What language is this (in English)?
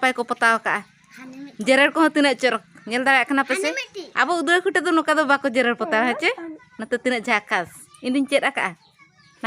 Santali